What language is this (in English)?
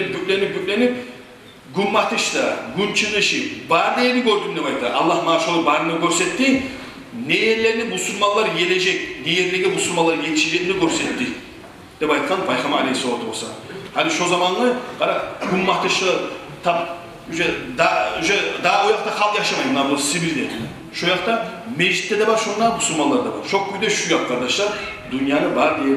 Kumyk